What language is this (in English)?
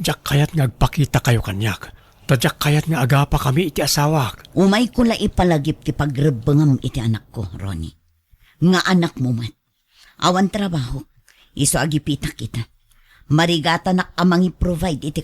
Iloko